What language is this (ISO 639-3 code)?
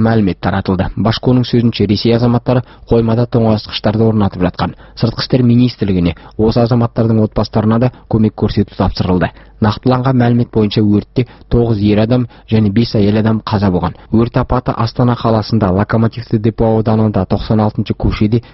kaz